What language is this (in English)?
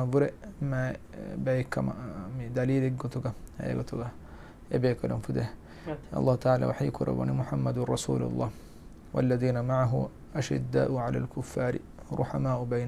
Divehi